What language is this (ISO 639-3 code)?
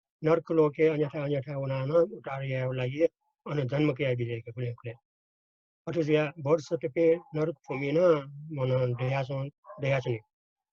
new